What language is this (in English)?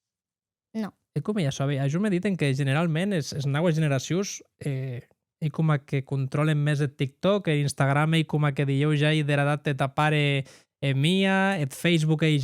Occitan